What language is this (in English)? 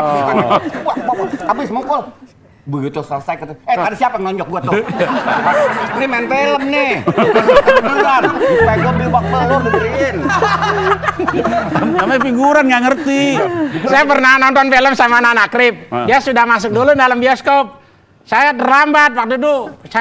Indonesian